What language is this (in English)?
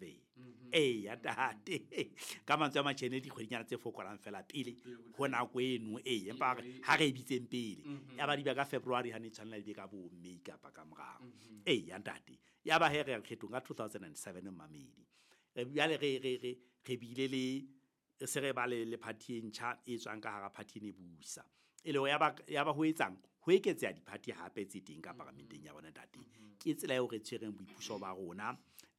Southern Sotho